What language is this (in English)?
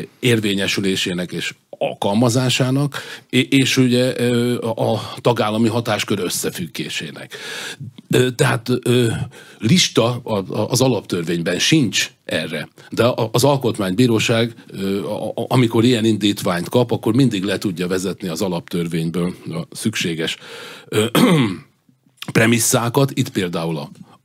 Hungarian